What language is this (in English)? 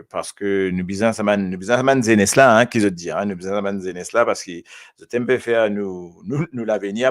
Morisyen